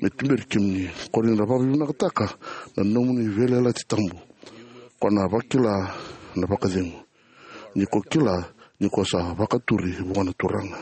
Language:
Fijian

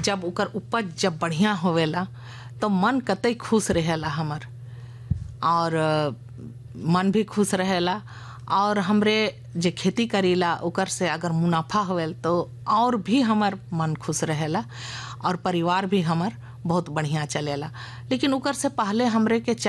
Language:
Sadri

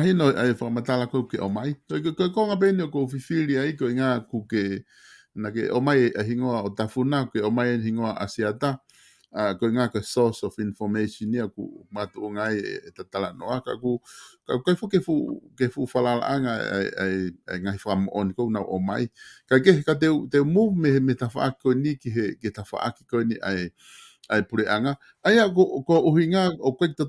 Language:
Tongan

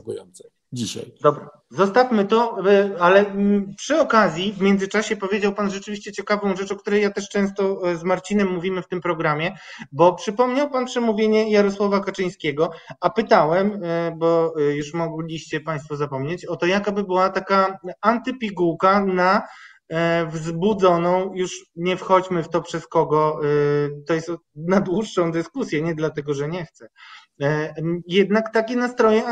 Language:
Polish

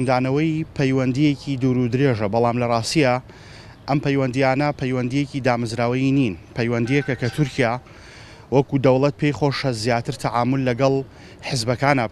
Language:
Central Kurdish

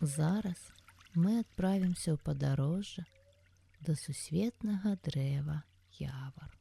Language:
Belarusian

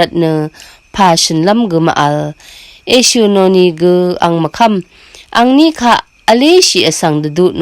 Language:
Rawang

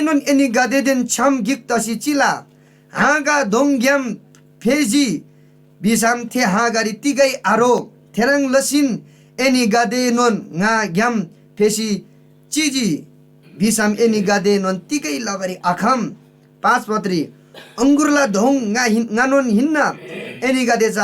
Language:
Eastern Tamang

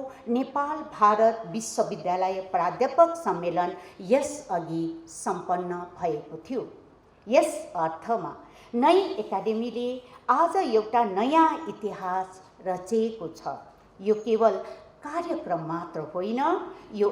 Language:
Nepali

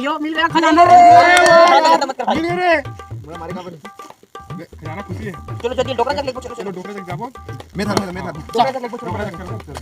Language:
Chhattisgarhi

